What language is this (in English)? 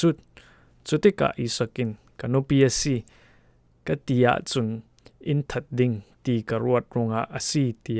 Falam Chin